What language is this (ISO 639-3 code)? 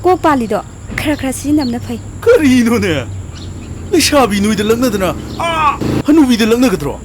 mni